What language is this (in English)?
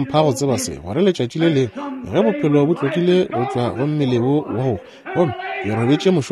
Northern Sotho